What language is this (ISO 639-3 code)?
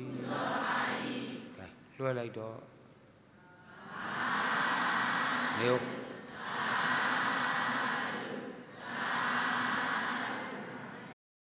mya